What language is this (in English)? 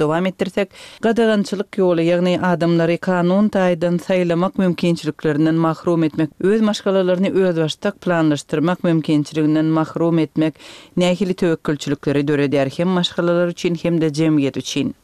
Turkmen